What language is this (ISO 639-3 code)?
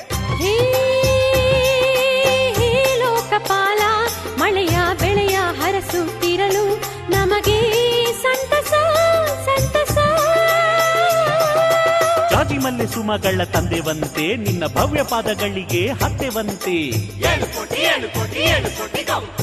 kan